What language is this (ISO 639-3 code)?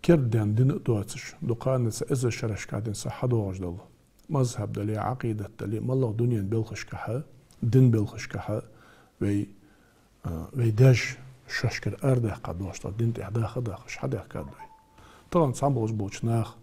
inh